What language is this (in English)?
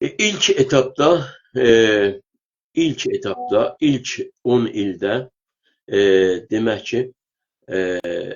South Azerbaijani